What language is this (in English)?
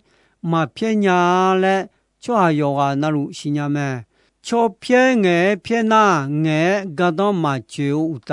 Akha